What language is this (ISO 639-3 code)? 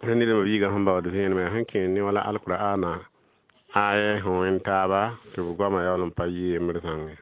mos